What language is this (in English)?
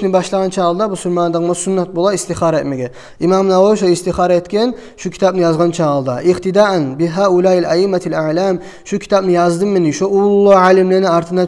Kumyk